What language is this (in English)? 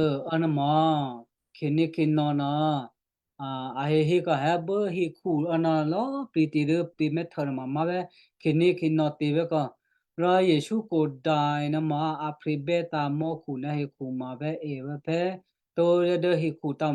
Western Kayah